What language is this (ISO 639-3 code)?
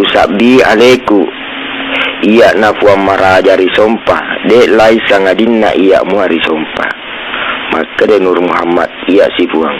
bug